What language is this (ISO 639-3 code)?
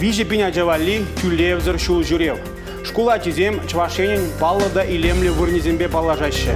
chv